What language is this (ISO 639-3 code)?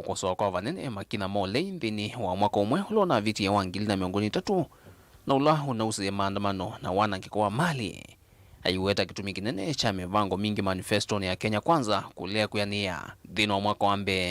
kam